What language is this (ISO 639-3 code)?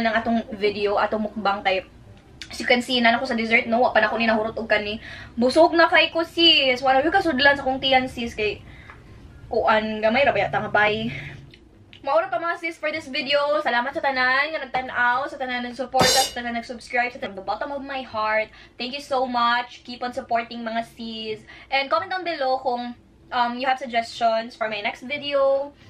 ceb